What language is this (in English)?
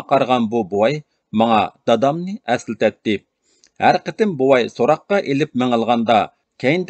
Uyghur